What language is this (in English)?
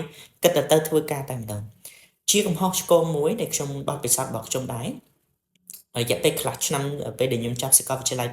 Khmer